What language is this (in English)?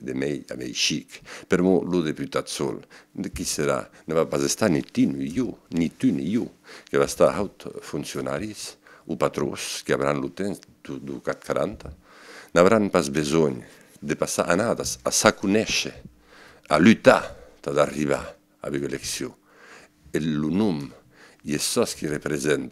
Occitan